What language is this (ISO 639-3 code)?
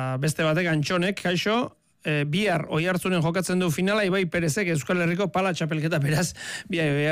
eus